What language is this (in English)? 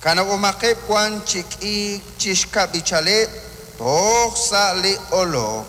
Kekchí